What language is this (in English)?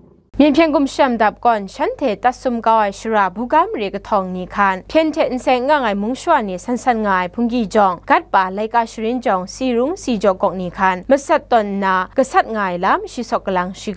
Kachin